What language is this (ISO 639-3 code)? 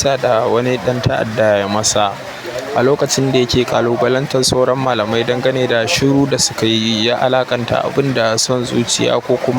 hau